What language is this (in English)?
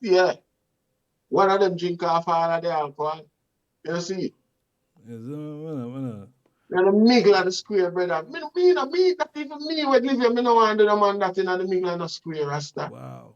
Jamaican Creole English